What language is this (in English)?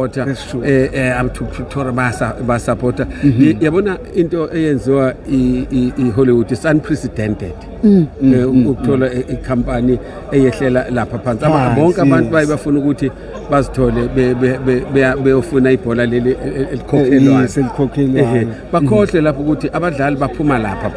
Zulu